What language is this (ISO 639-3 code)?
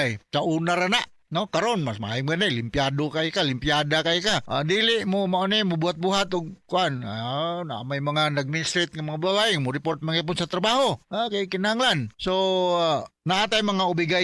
ceb